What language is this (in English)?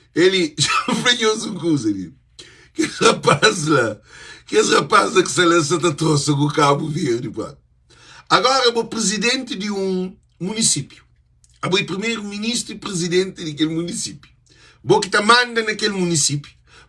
Kabuverdianu